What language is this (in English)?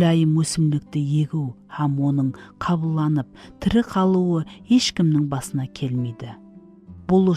Kara-Kalpak